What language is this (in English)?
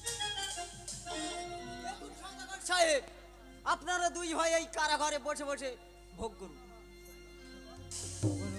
Bangla